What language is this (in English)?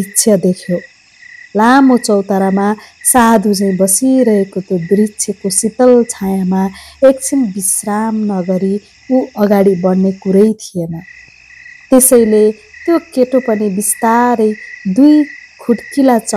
Nepali